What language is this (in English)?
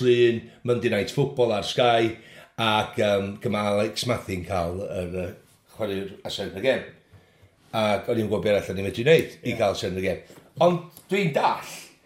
Welsh